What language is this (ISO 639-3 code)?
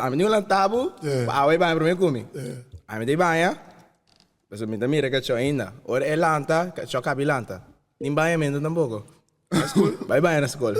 pap